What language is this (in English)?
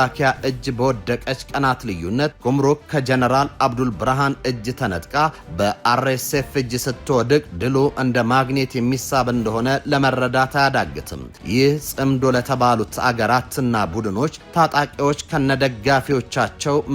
Amharic